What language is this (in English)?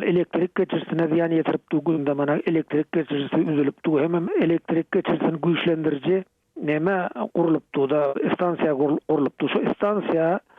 Turkmen